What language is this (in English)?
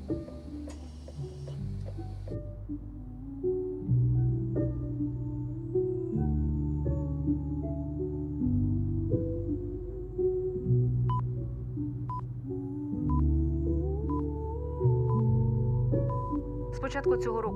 Ukrainian